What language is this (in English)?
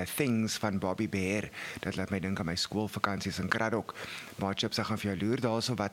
Afrikaans